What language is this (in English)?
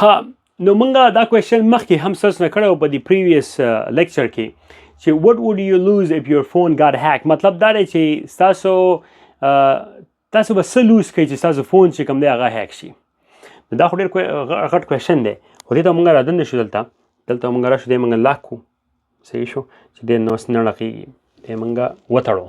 Pashto